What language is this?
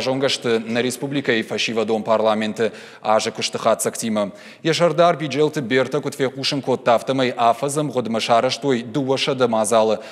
Ossetic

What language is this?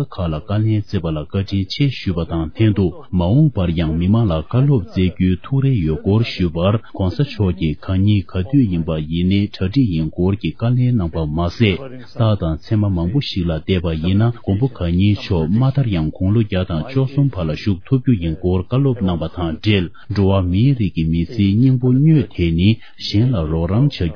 Tibetan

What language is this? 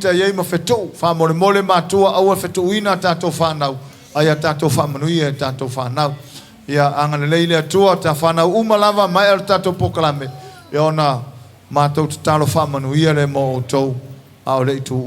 Samoan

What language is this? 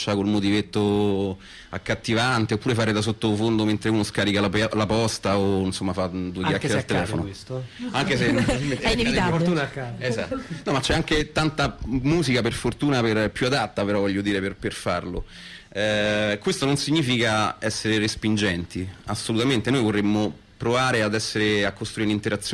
Italian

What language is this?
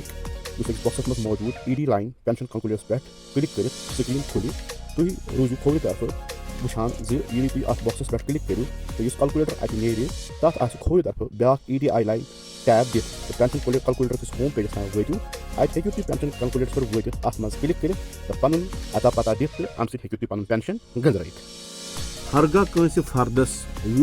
Kashmiri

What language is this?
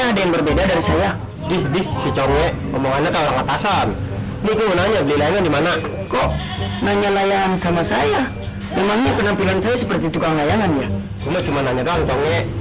Betawi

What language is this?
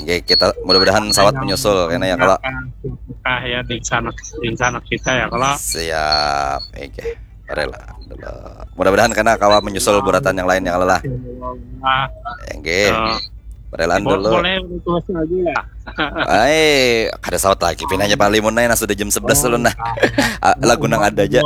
Banjar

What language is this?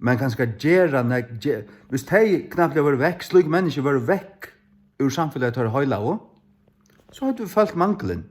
Faroese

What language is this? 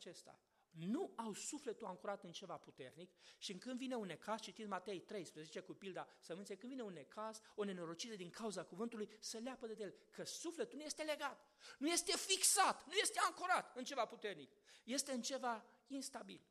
Romanian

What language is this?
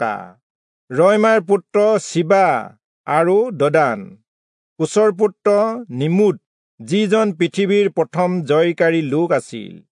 Assamese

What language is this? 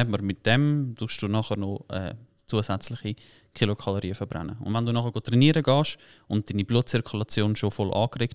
Swiss German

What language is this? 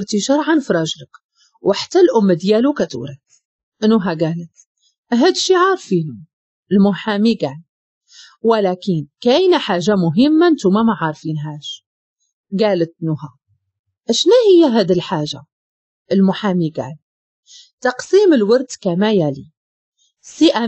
Moroccan Arabic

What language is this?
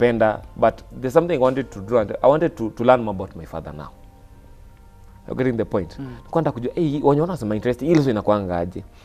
Swahili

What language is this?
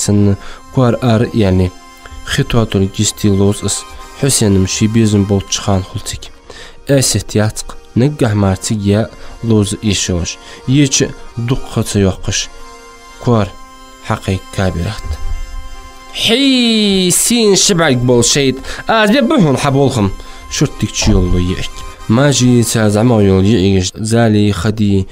Ingush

